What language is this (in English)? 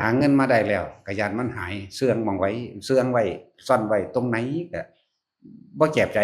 Northeastern Thai